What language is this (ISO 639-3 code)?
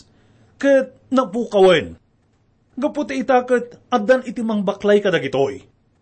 ilo